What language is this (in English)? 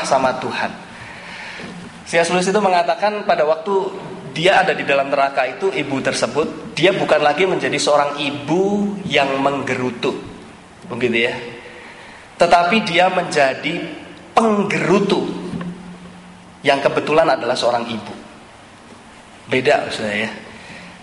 Indonesian